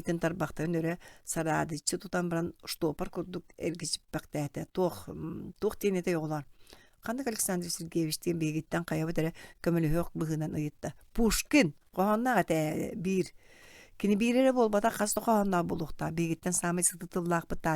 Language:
Yakut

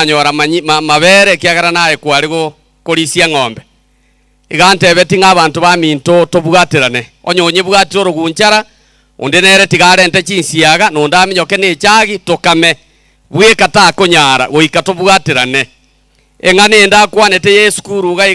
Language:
Gusii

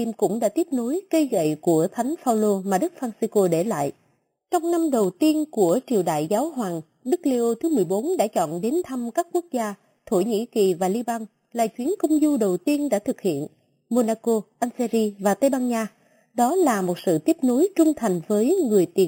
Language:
Vietnamese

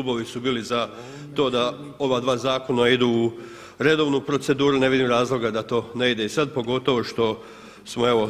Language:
Croatian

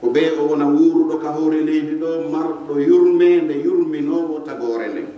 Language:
Pular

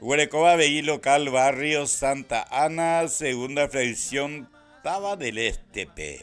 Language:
Guarani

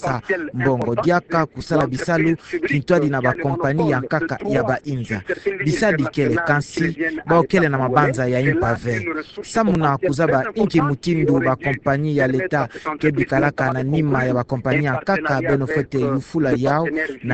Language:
Kituba (Democratic Republic of Congo)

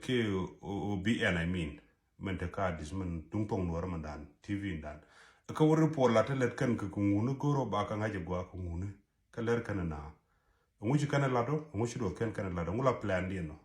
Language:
Nuer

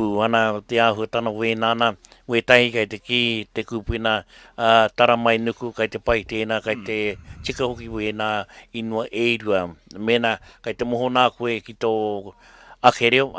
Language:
Māori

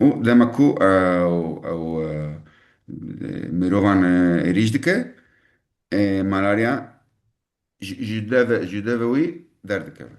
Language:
Kurdish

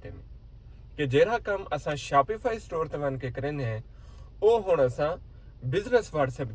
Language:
Saraiki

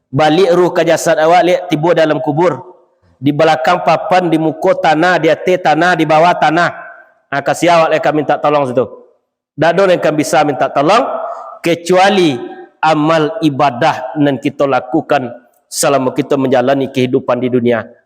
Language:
Minangkabau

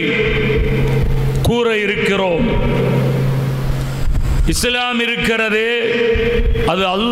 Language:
Tamil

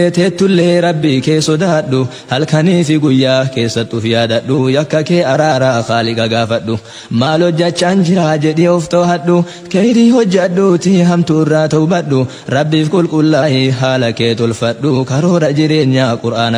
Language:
Oromo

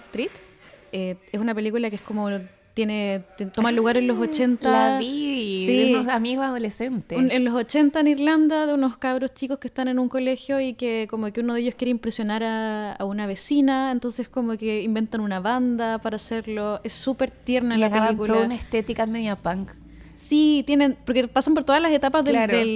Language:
Spanish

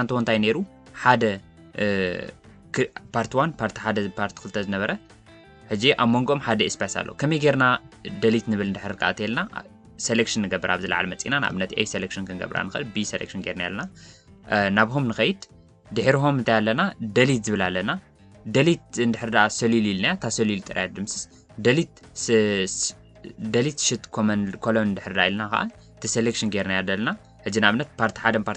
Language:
Tigrinya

